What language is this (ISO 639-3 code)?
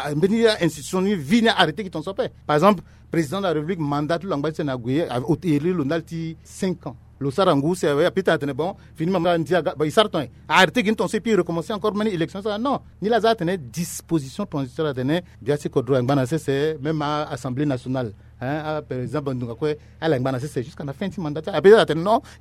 sag